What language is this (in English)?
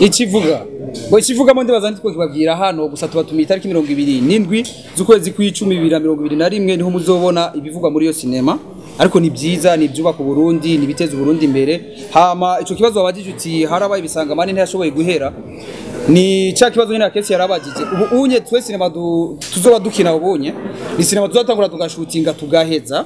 Rundi